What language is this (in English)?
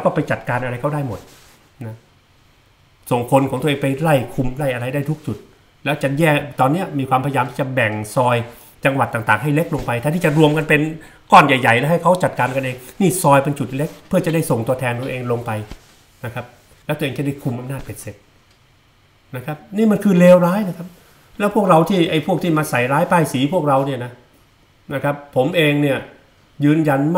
Thai